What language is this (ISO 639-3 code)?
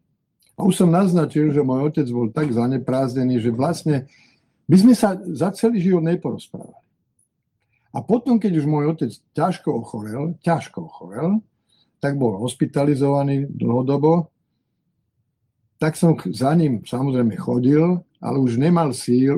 slk